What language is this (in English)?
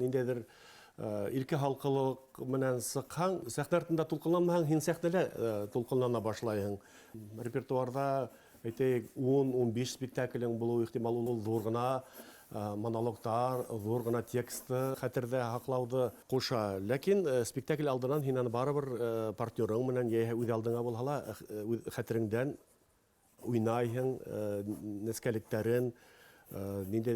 Bashkir